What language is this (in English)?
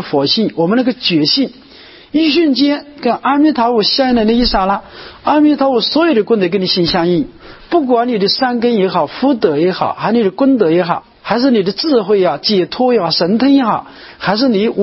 Chinese